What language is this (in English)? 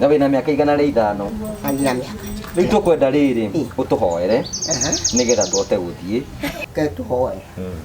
Kikuyu